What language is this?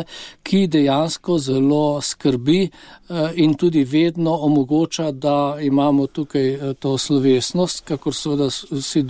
Slovenian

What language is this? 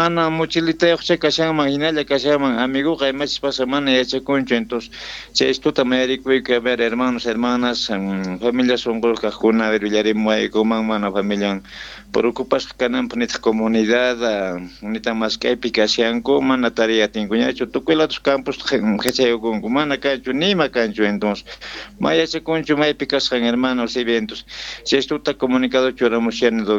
Quechua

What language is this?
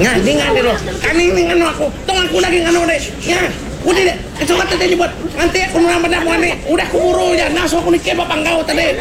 Iban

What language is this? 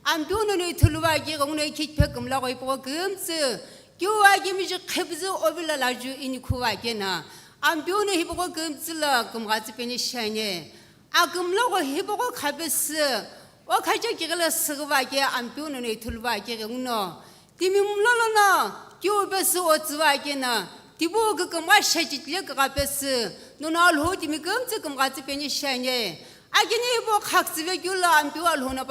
Sumi Naga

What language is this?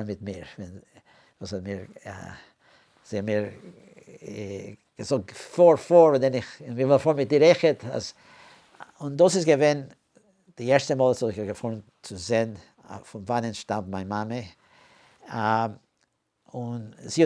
Yiddish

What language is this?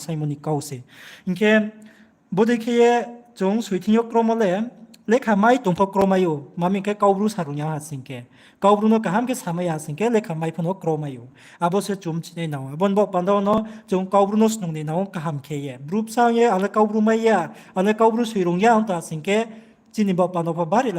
Riang (India)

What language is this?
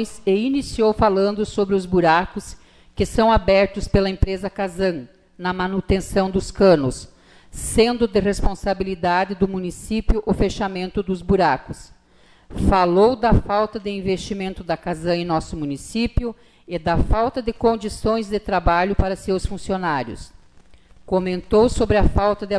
Portuguese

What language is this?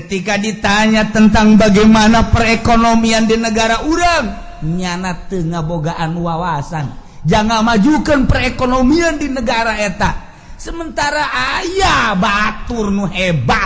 Sundanese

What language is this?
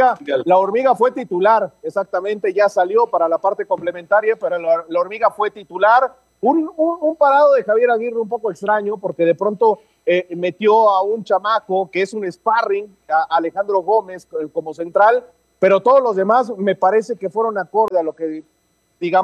Spanish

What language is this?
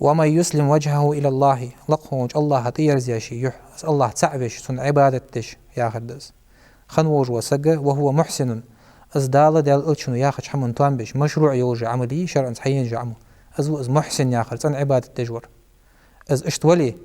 Ingush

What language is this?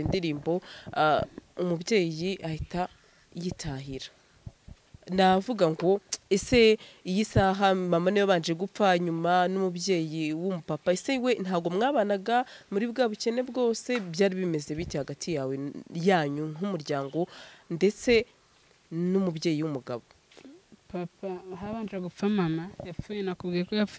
Kinyarwanda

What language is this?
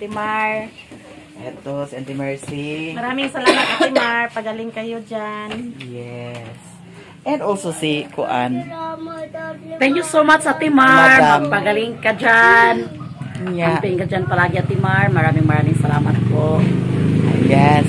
Filipino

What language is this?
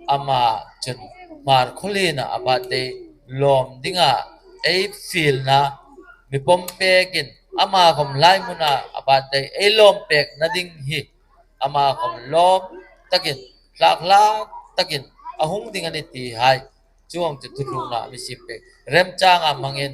Hmar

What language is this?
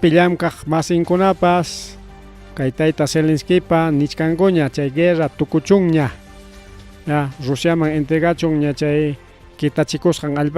Ayacucho Quechua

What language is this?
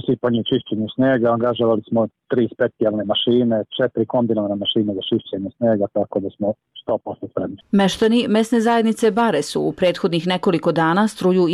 Serbian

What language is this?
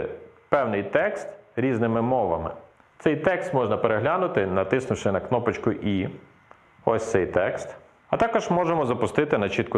Ukrainian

